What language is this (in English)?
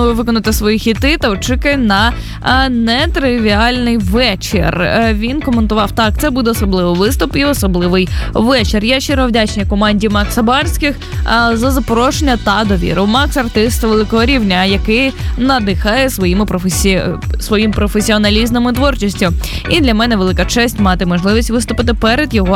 Ukrainian